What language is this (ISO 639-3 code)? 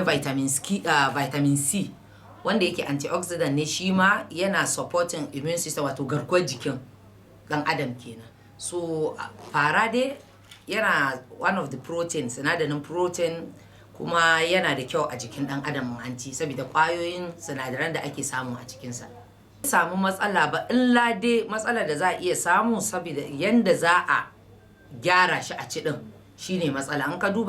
hau